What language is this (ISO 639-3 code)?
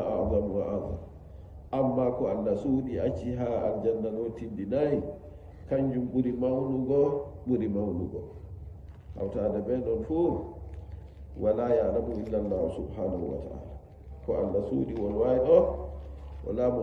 fuv